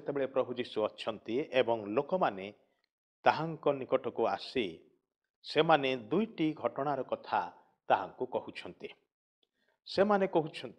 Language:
Odia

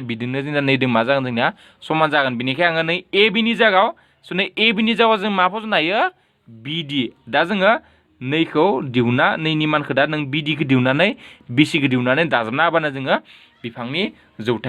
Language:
Bodo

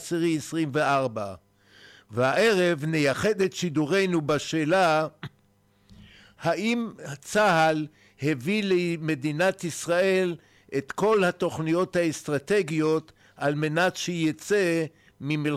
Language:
Hebrew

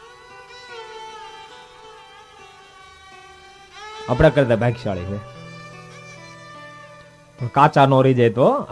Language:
Gujarati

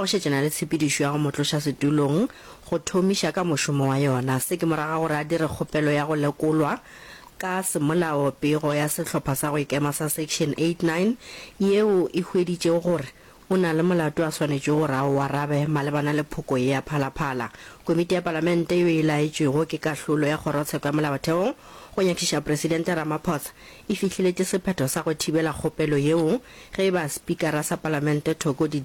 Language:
Northern Sotho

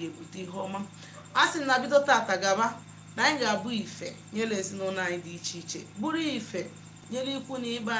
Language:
Igbo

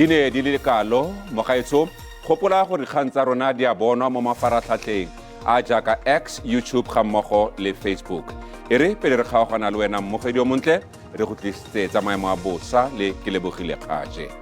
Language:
Tswana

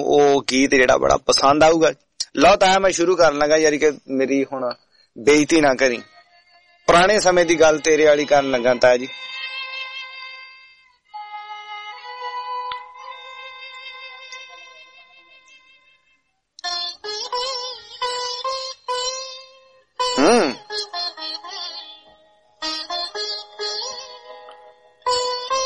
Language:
Punjabi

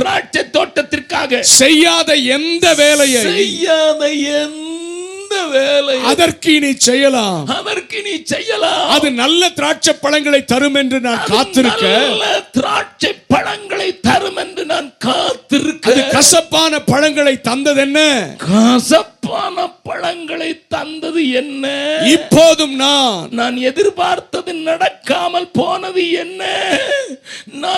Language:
Tamil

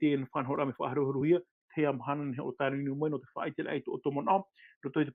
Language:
Tahitian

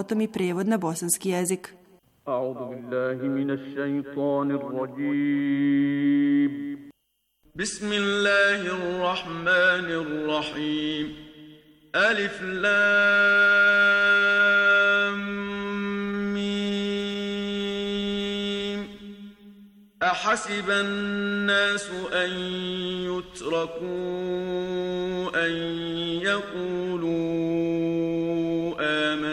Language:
Bosnian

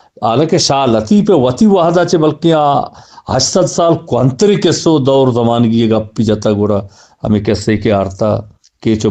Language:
Eastern Balochi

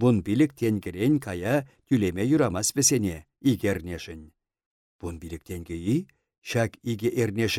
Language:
Chuvash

